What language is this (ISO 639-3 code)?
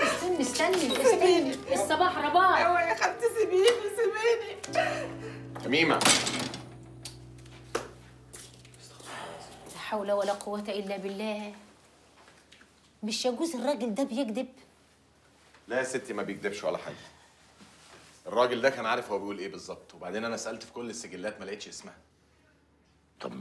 arz